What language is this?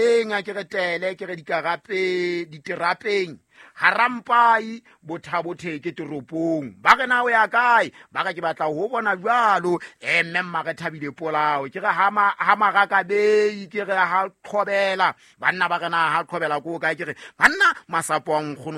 Southern Sotho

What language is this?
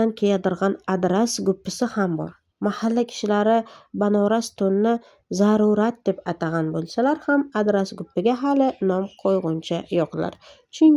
Uzbek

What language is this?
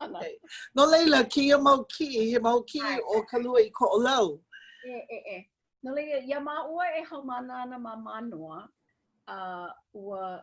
Hawaiian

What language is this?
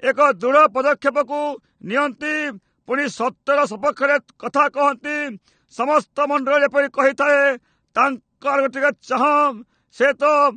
Odia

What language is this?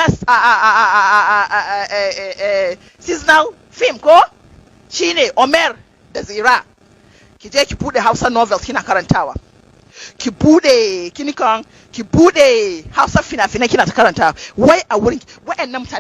Hausa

